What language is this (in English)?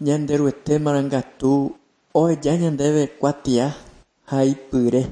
Guarani